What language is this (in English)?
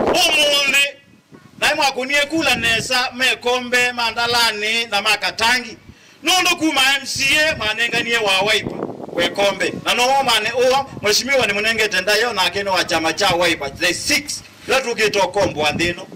Kamba